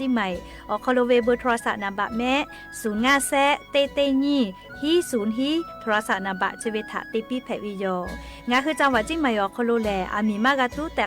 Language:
Lahu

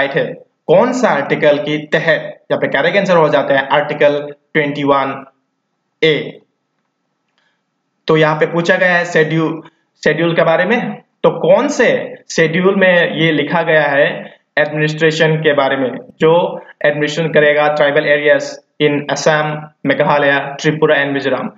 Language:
Hindi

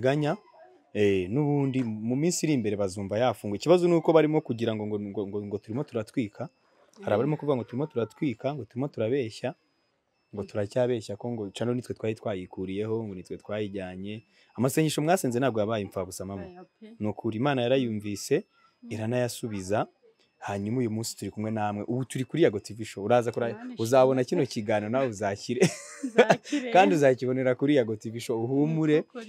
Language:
Kinyarwanda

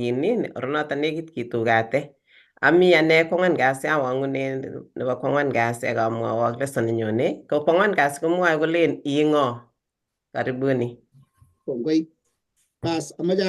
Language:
Kalenjin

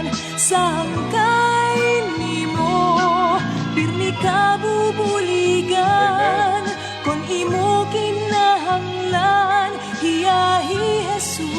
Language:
Waray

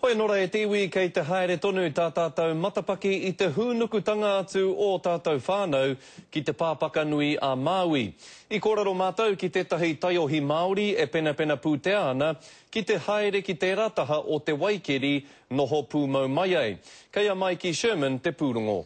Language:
Māori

